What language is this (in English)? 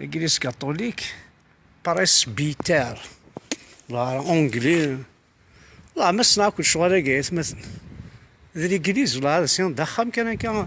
Kabyle